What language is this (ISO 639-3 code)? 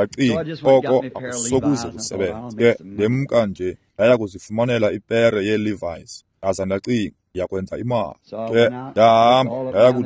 xho